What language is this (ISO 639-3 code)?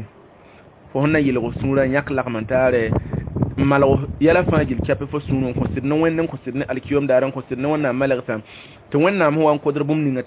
mos